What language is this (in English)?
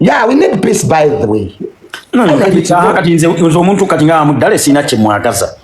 Ganda